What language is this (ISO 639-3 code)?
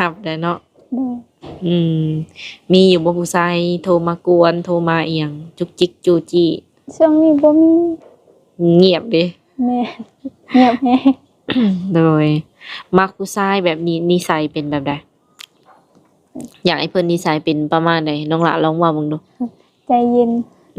lao